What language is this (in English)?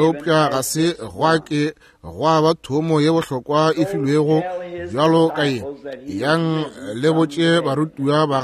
Northern Sotho